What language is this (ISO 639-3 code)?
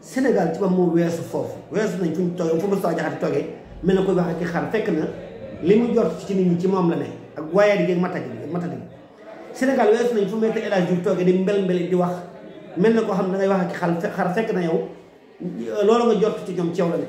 wol